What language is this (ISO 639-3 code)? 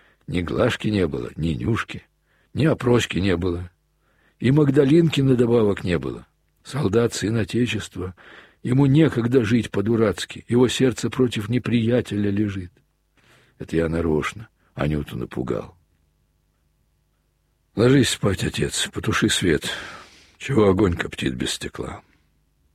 rus